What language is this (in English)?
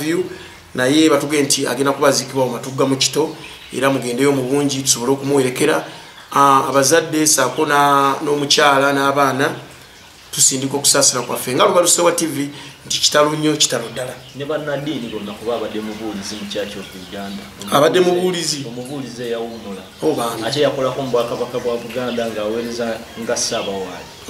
Ganda